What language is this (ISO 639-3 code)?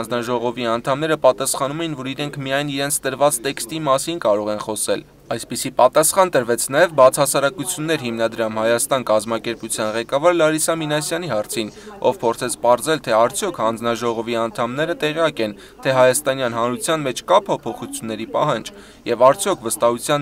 hye